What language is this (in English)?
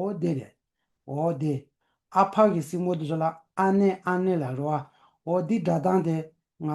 Tibetan